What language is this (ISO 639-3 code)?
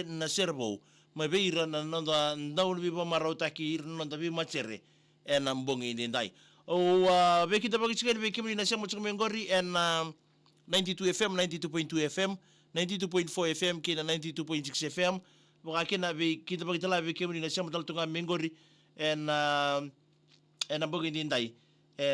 fij